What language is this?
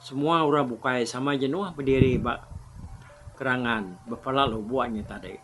Iban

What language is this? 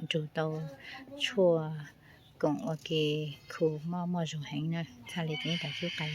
Hmong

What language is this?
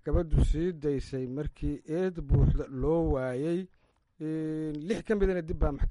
Somali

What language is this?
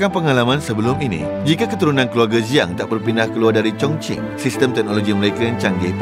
Malay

